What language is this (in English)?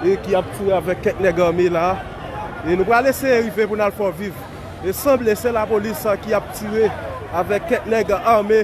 Haitian Creole